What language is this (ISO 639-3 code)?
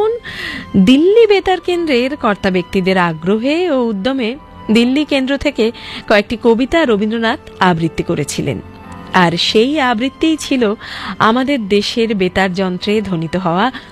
ben